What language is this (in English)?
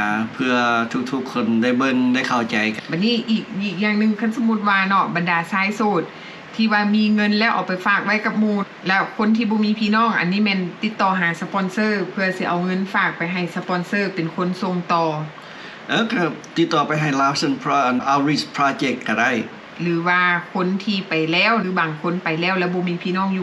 Lao